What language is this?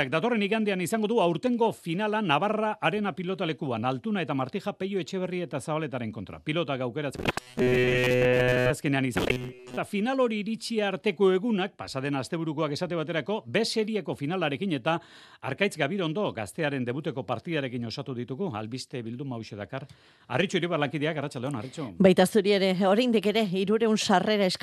Basque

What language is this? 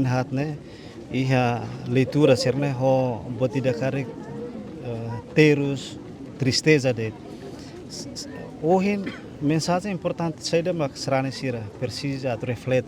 Tetum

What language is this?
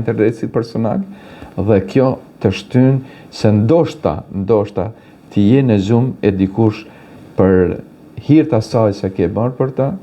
Albanian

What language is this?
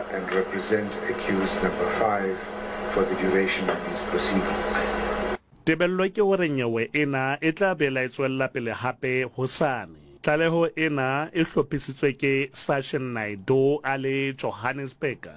Southern Sotho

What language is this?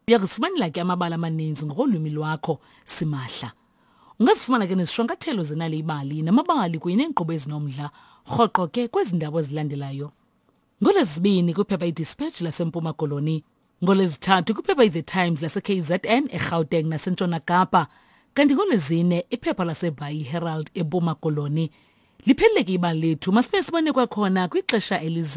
Xhosa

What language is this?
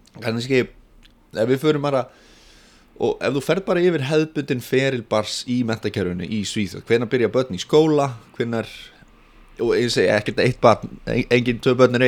Icelandic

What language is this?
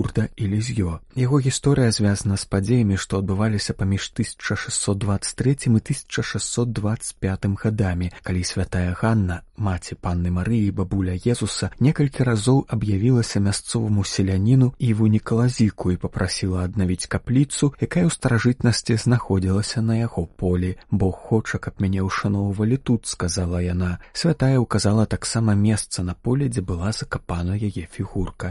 Belarusian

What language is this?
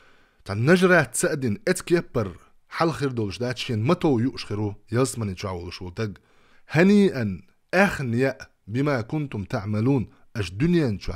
Chechen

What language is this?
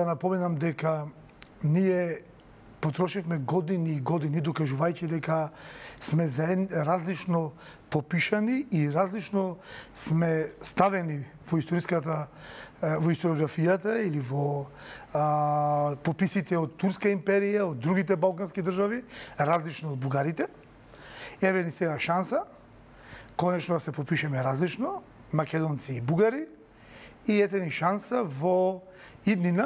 Macedonian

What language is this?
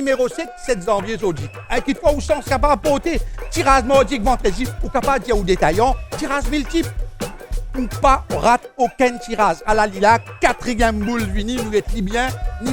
Morisyen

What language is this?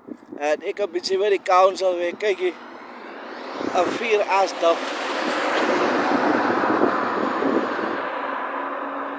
Afrikaans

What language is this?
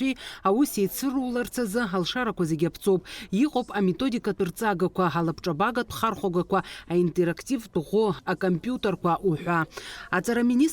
Abkhazian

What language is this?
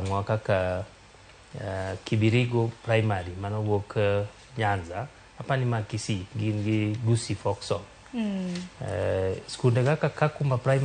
Luo (Kenya and Tanzania)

